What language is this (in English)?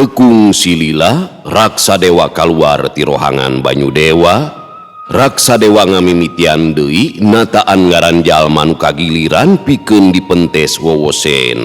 Sundanese